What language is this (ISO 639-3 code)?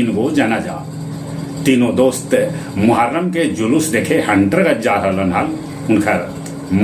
mag